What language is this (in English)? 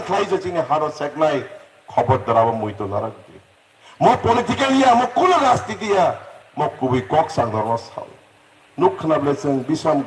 Kok Borok